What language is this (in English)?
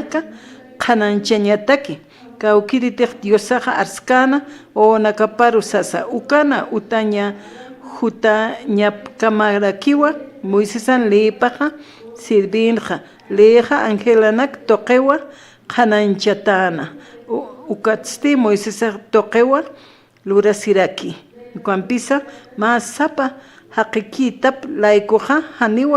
Aymara